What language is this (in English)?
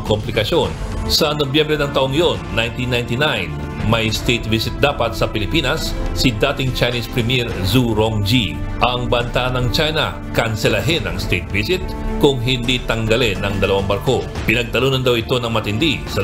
Filipino